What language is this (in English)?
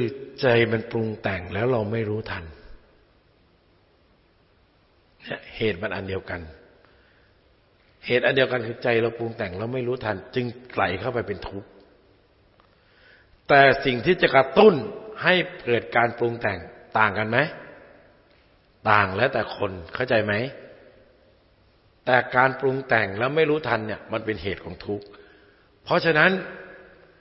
Thai